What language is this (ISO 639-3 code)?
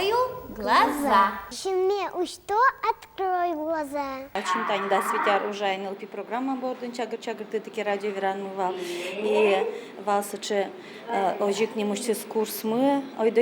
udm